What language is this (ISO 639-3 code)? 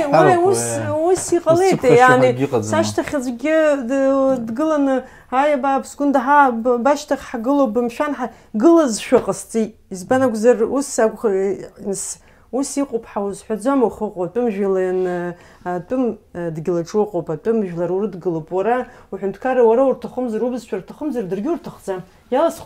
abk